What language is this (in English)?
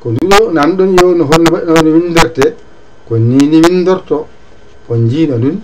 Fula